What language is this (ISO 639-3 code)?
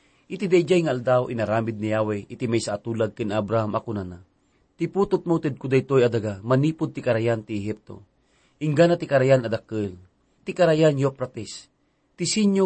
ilo